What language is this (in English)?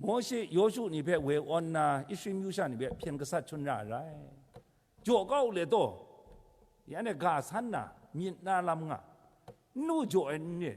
Kachin